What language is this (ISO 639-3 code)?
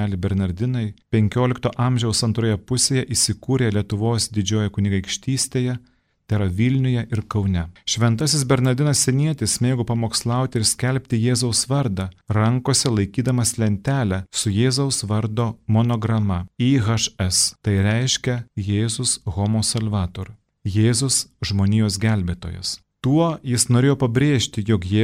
lit